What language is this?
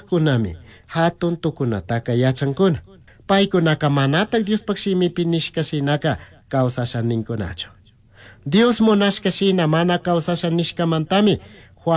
Chimborazo Highland Quichua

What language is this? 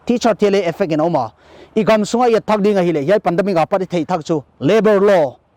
Paite Chin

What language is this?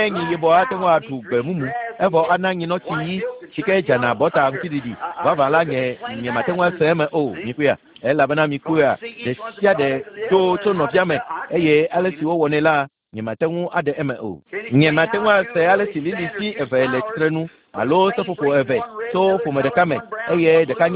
Ewe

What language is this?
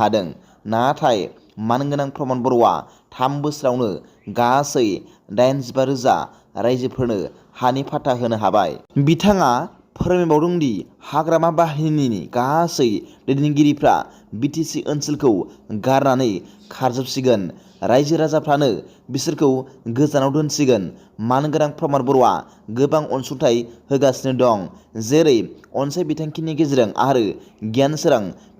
Bodo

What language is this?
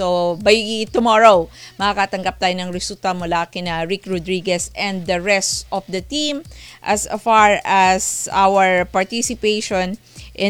Filipino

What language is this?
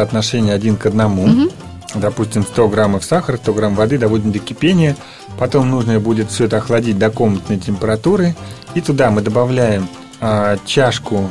Russian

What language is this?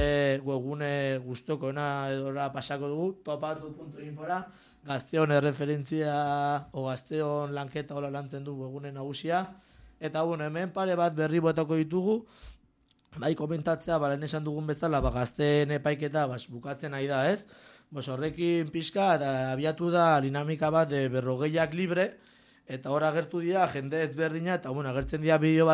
Basque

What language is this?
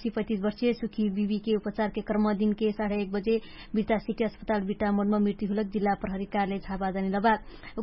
Dangaura Tharu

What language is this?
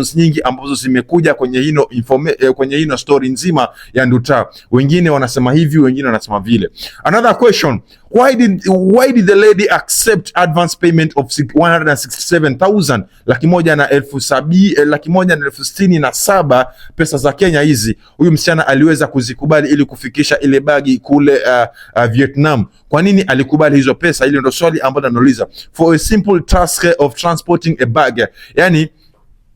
Swahili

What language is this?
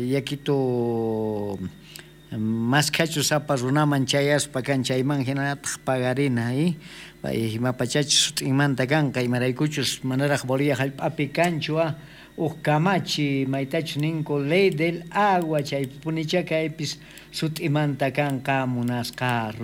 South Bolivian Quechua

